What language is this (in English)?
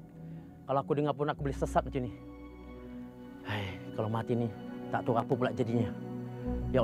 Malay